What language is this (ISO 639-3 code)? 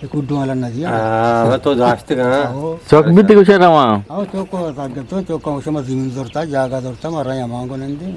bgp